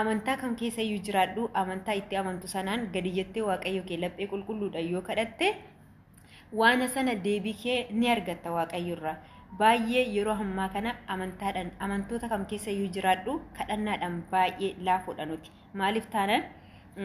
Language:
Oromo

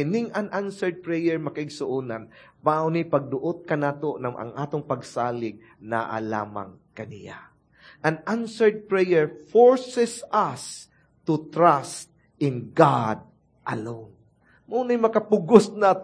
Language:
Cebuano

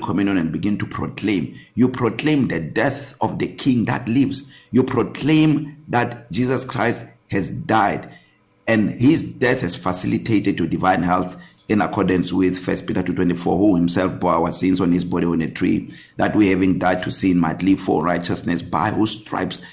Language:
English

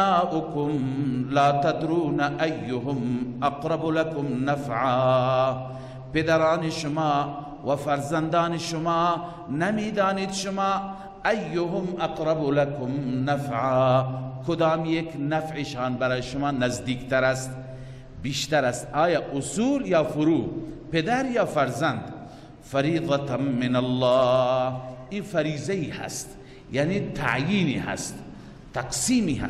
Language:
Persian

